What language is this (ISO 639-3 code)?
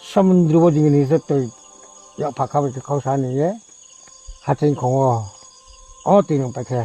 ria